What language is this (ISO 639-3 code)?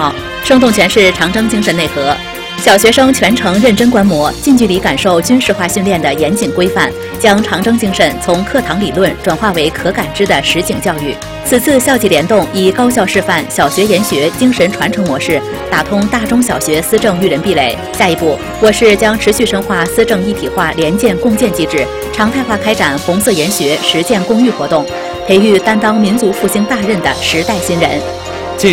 zho